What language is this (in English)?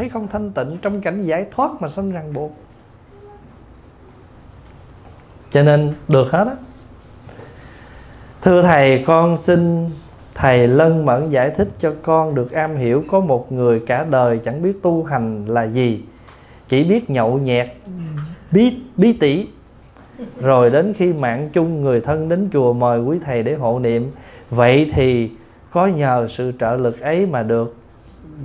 Vietnamese